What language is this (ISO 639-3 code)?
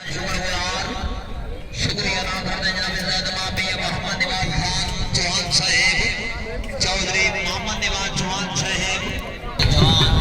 skr